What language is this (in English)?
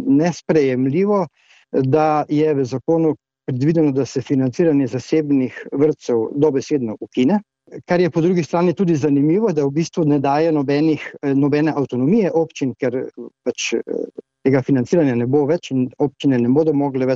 Slovenian